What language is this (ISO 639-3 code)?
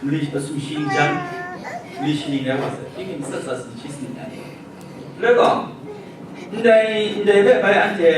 kac